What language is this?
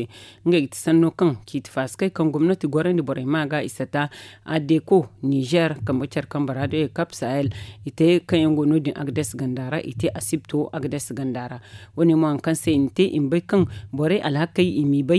Zarma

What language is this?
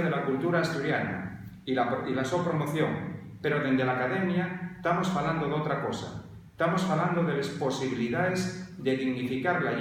Asturian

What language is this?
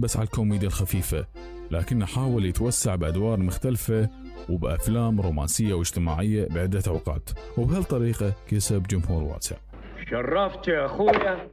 Mesopotamian Arabic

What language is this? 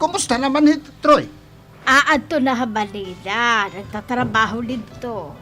Waray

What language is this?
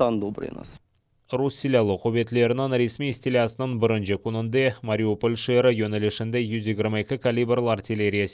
Crimean Tatar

